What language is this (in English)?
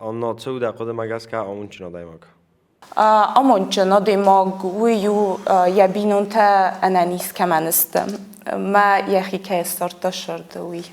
Ossetic